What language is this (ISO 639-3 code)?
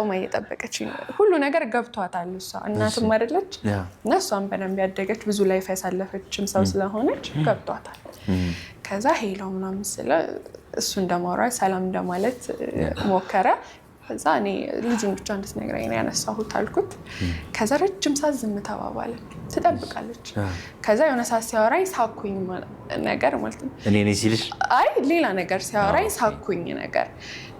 amh